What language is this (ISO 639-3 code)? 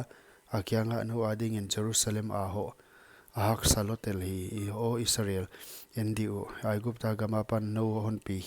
pck